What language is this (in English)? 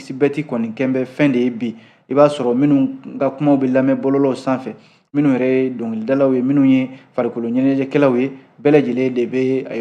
Bambara